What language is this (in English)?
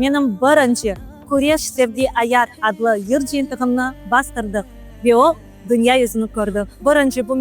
Crimean Tatar